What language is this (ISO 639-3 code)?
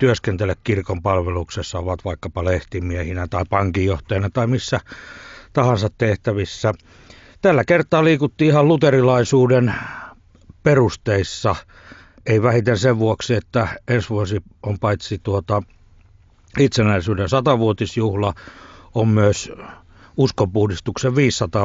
fin